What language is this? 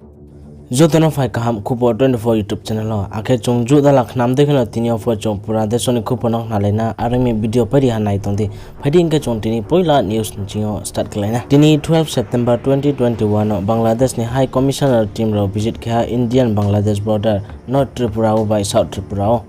Riang (India)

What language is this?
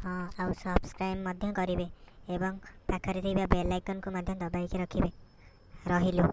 Odia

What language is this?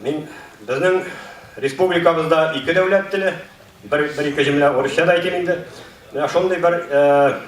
Tatar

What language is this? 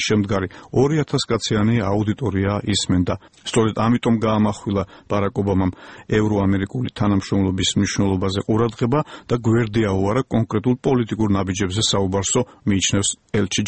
Georgian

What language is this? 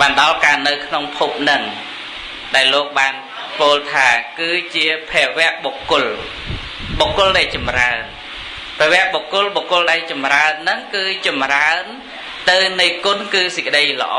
Khmer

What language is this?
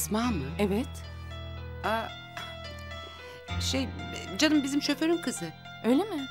Turkish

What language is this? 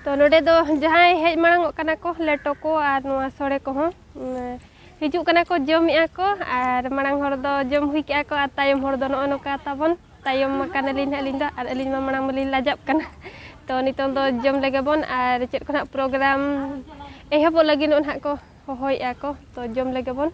Santali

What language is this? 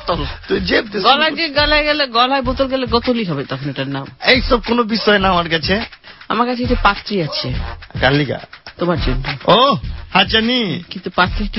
Bangla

